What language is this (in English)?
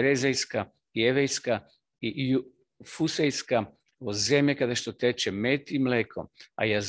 Macedonian